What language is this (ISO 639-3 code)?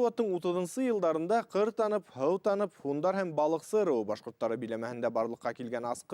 bak